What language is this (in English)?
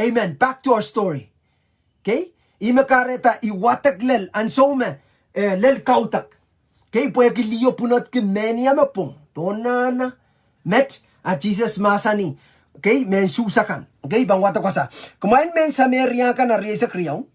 Pohnpeian